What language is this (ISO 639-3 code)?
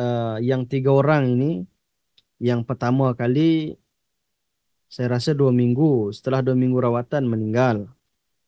msa